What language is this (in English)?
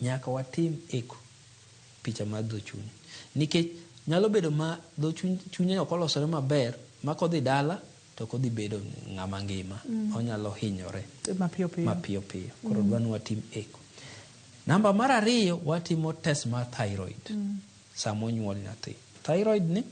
Luo (Kenya and Tanzania)